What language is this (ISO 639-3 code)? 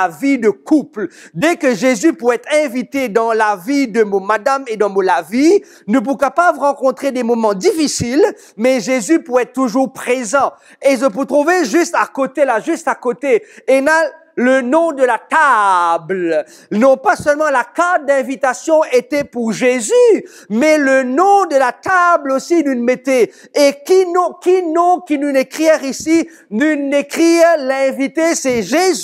mfe